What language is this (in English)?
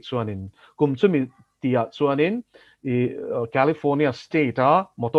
Mizo